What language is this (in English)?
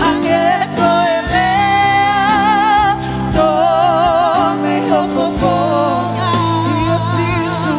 Tongan